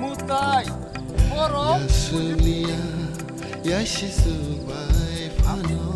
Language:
Kok Borok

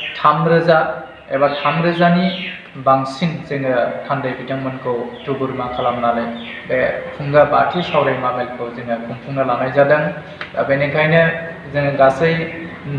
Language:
Bodo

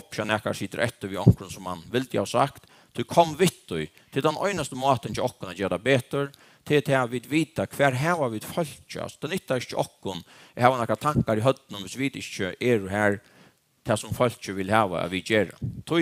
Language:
Faroese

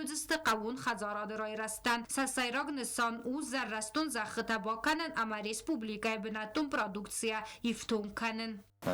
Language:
Ossetic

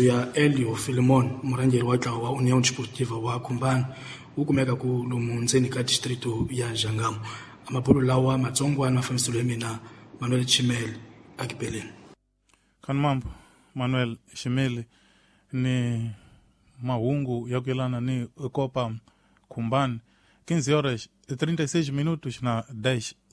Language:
Tsonga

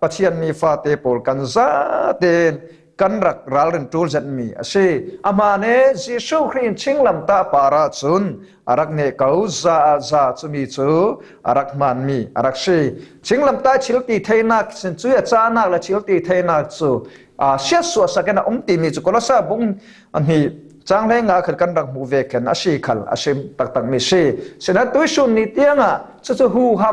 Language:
Falam Chin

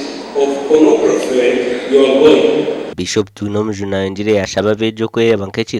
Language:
Nyankole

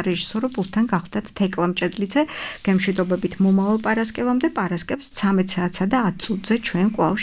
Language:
Georgian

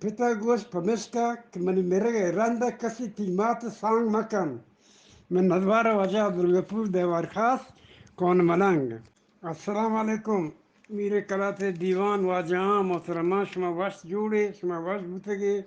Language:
Eastern Balochi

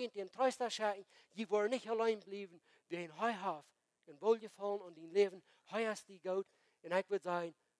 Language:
Plautdietsch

